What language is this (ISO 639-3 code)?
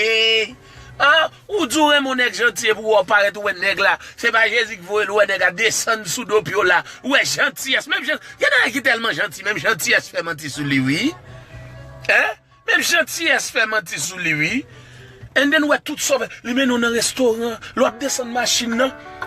hat